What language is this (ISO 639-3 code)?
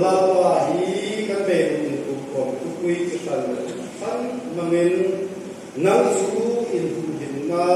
hmr